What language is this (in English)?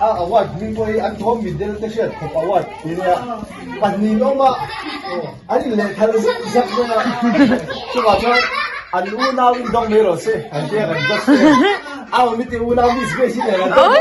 Mizo